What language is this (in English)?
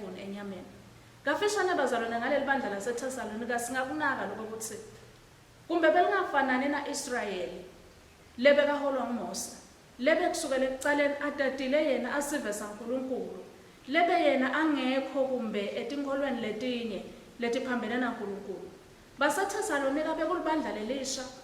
Swati